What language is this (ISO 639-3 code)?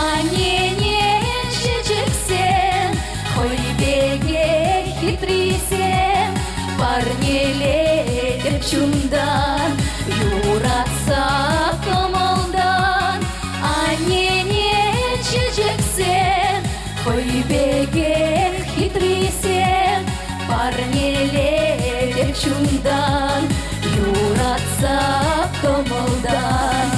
chv